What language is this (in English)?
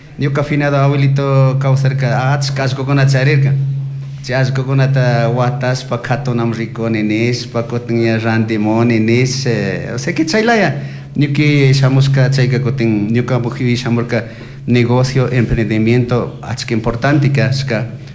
Chimborazo Highland Quichua